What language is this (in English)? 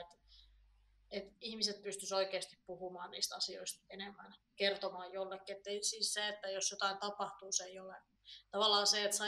Finnish